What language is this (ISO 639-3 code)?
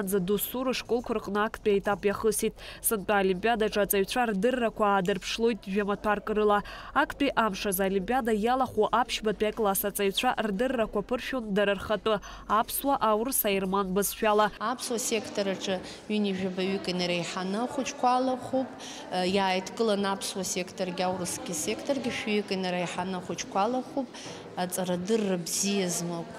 abk